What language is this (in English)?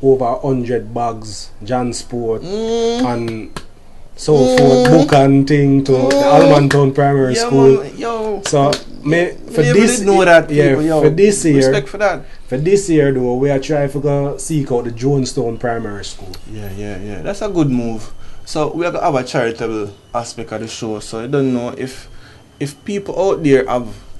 Jamaican Creole English